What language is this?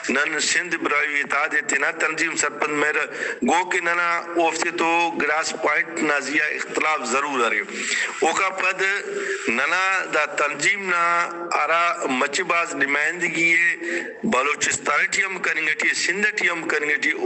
Brahui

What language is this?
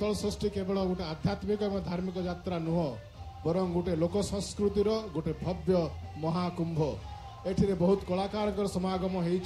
Odia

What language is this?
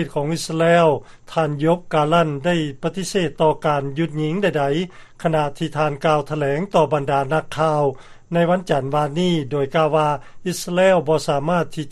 Lao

